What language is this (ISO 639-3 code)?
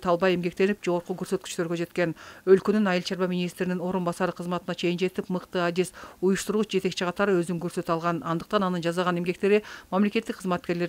kir